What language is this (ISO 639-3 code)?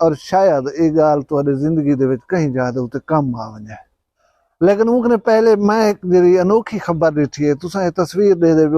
skr